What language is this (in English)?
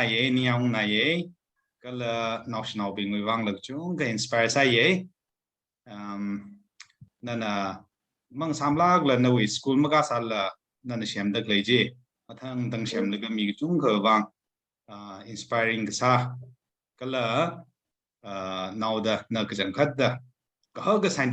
Tangkhul Naga (India)